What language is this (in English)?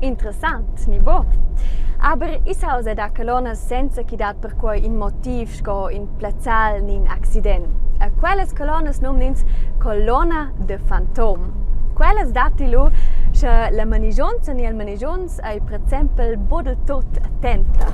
Romansh